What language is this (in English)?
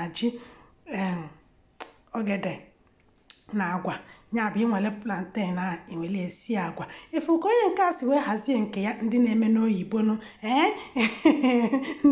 Igbo